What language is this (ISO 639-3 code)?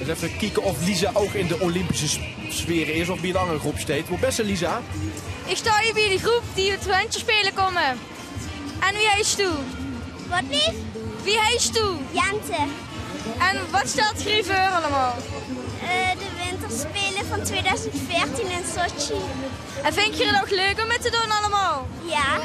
lim